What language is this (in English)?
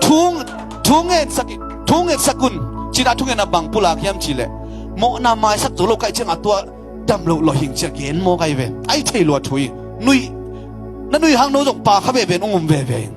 Tedim Chin